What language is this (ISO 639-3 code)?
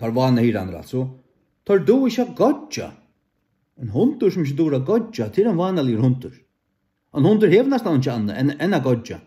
fao